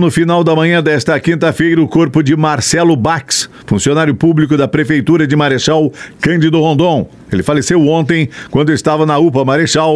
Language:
Portuguese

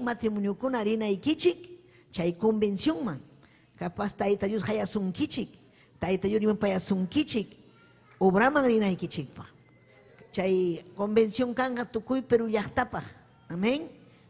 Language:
Ayacucho Quechua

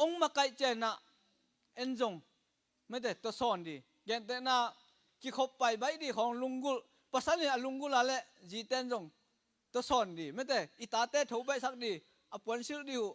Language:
Tedim Chin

